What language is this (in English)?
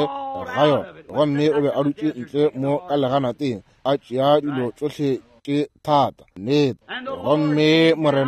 Northern Sotho